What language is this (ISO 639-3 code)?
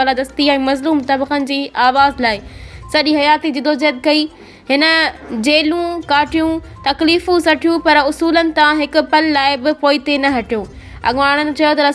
snd